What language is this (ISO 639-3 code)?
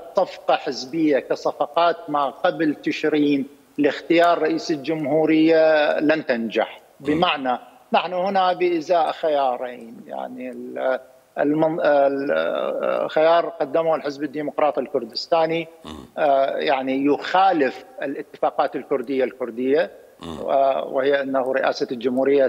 acm